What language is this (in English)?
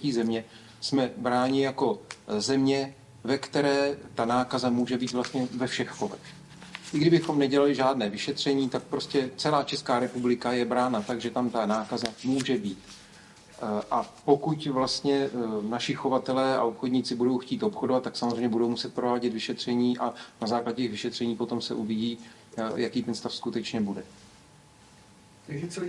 Czech